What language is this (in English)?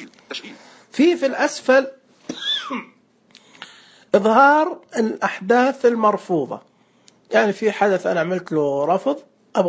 Najdi Arabic